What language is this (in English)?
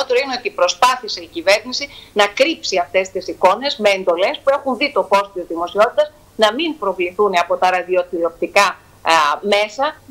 Greek